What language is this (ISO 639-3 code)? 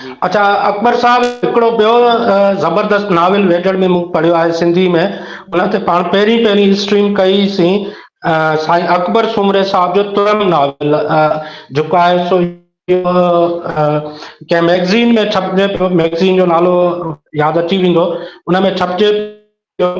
snd